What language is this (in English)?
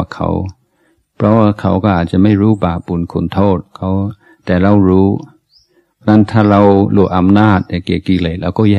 Thai